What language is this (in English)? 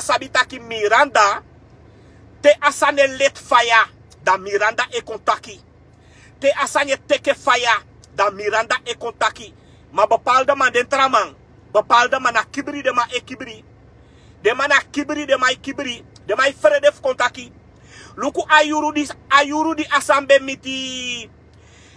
Sranan Tongo